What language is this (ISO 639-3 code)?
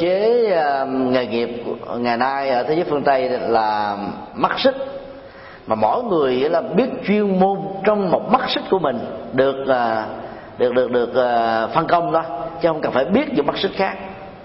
vie